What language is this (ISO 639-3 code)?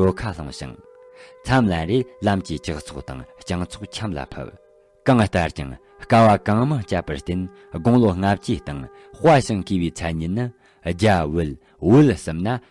bod